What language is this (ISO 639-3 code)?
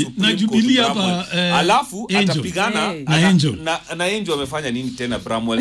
swa